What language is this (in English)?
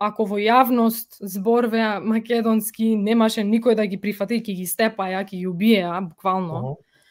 Macedonian